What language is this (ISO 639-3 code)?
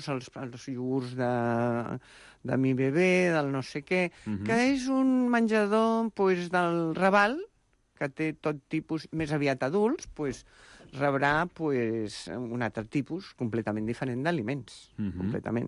cat